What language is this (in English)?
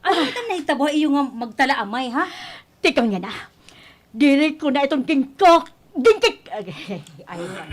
Waray